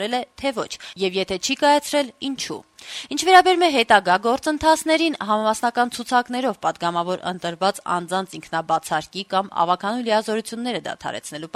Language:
Armenian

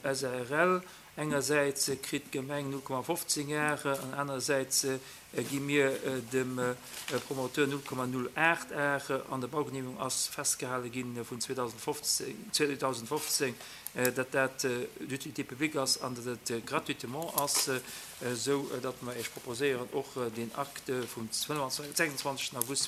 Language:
Luxembourgish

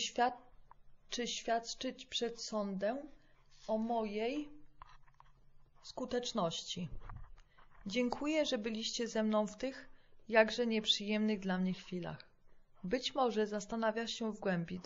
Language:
Polish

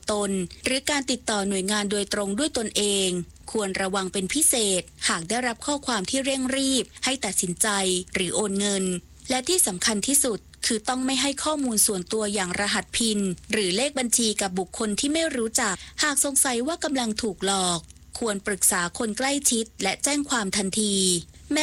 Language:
Thai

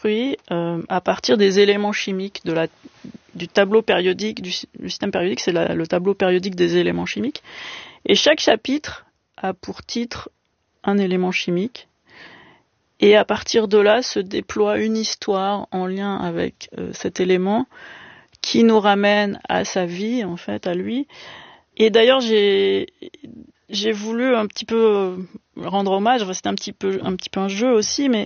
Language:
French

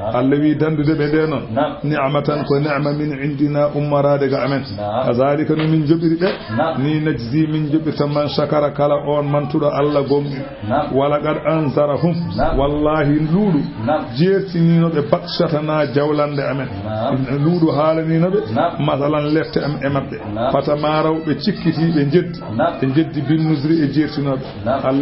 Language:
Fula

